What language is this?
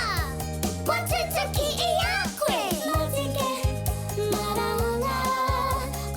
Māori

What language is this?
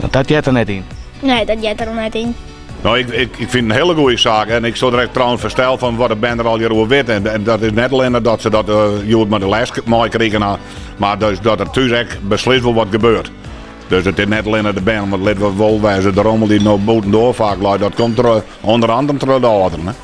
Western Frisian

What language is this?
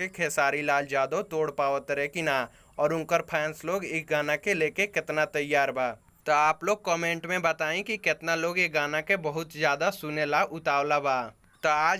Bhojpuri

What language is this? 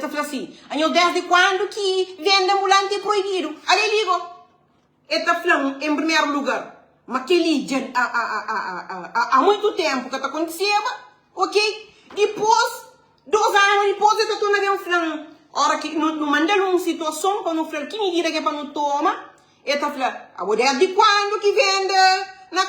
Kabuverdianu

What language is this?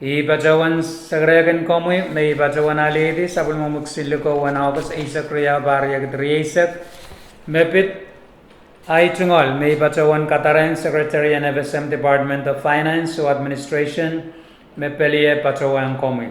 Pohnpeian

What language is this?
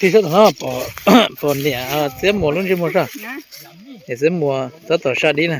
Hmong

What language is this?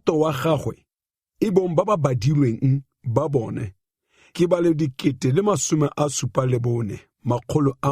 Tswana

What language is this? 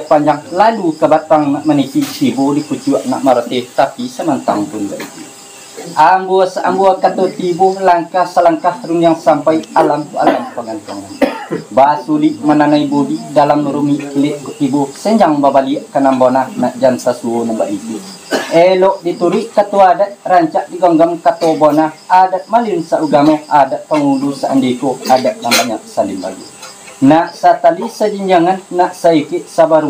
Minangkabau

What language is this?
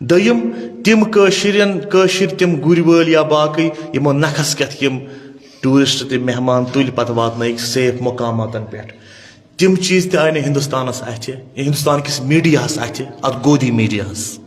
Kashmiri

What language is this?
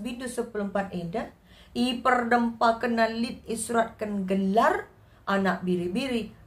Batak Karo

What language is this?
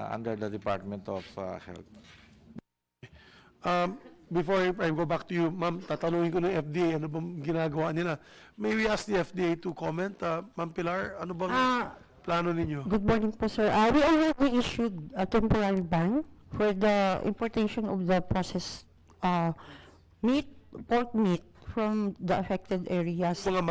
Filipino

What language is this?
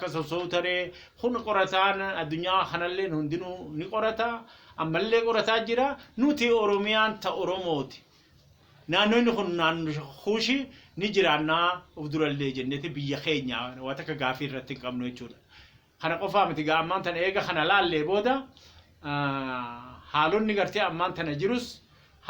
Oromo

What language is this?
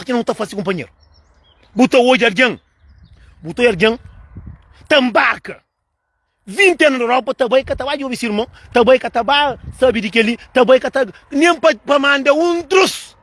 Kabuverdianu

